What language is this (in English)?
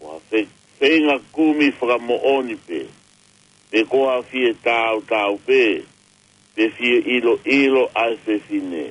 Tongan